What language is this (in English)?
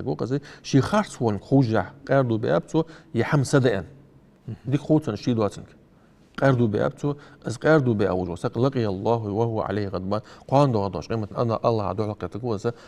Ingush